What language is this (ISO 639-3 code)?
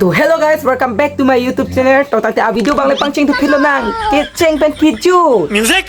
mjw